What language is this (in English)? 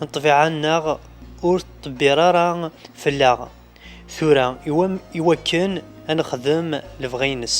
Kabyle